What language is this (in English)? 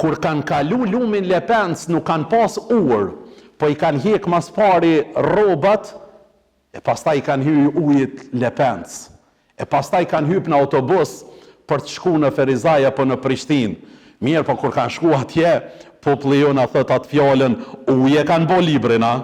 Albanian